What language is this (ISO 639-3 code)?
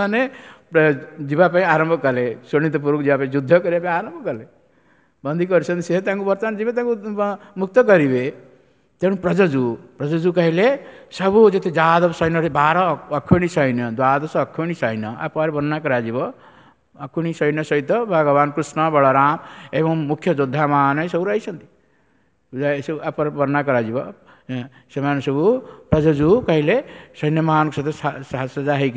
ori